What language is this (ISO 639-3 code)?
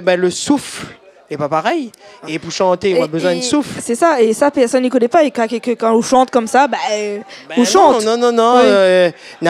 rcf